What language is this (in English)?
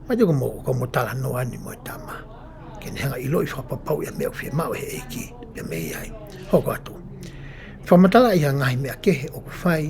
Tongan